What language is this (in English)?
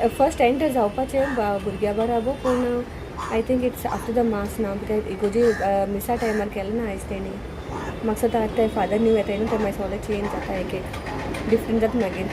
Konkani